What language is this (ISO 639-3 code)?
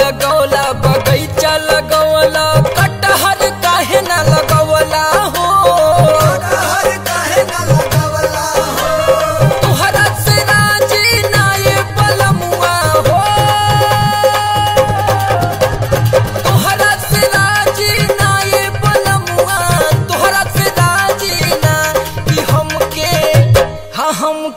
bho